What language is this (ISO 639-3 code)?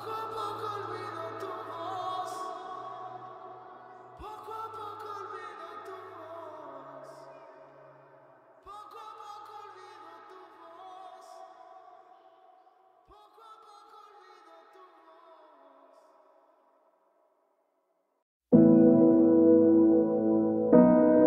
spa